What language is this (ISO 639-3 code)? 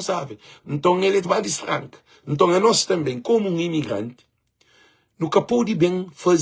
kea